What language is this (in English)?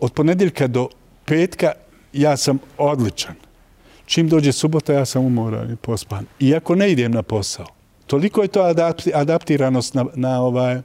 Bosnian